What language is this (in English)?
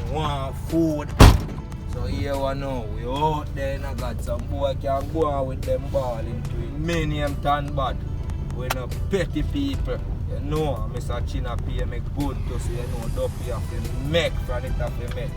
Jamaican Creole English